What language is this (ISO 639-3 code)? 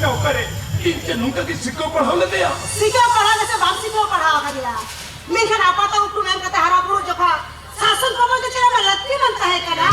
sat